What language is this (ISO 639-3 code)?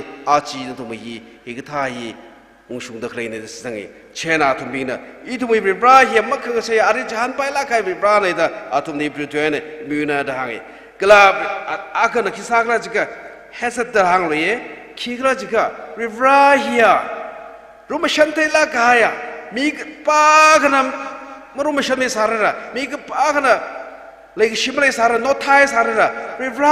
nmf